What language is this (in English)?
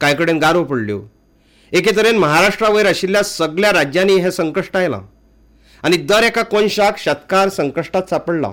Konkani